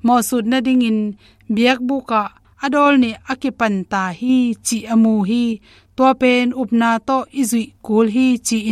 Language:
Tedim Chin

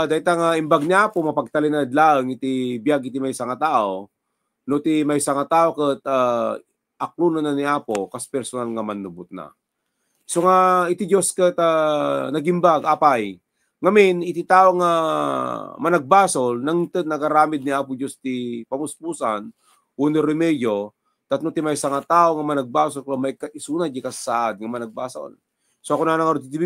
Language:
Iloko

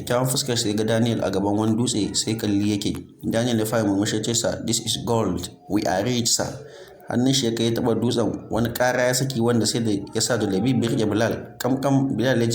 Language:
Hausa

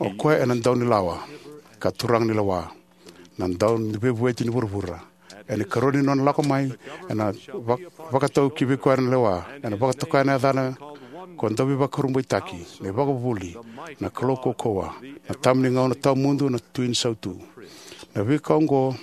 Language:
Fijian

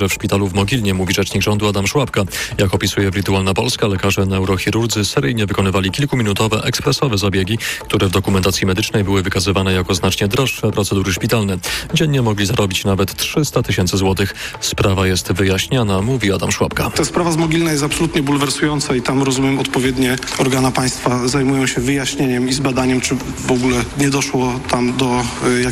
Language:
Polish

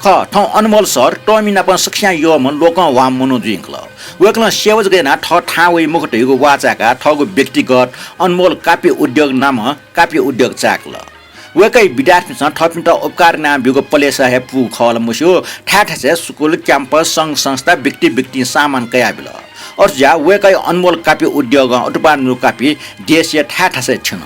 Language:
Newari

